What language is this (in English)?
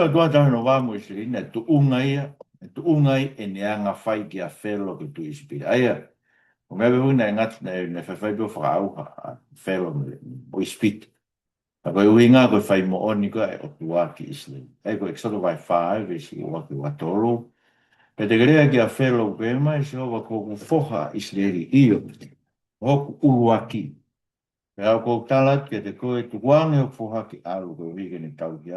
Tongan